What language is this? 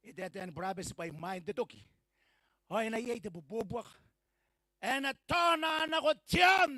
Gilbertese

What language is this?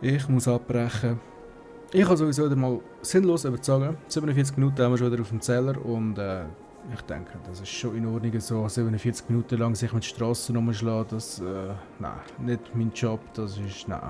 Swiss German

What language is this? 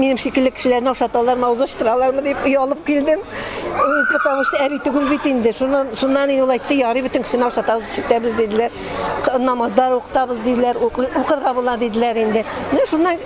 Tatar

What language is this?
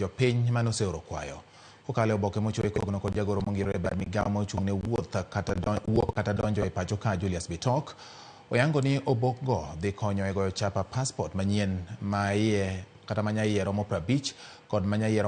Luo (Kenya and Tanzania)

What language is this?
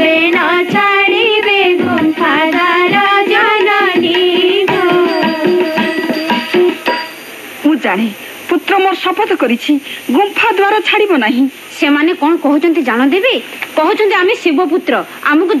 Odia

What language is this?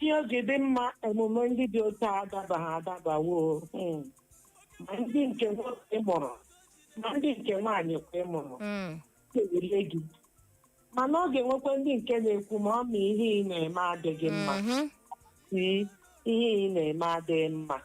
Igbo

